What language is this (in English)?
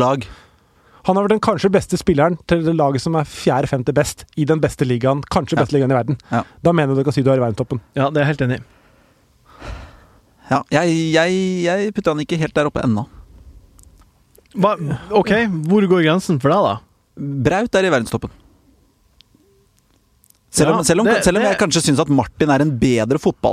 Norwegian